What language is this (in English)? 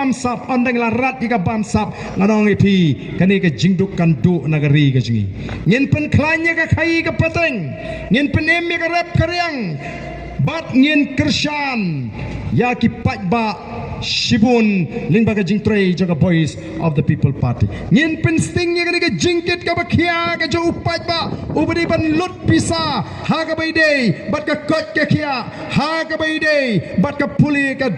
Khasi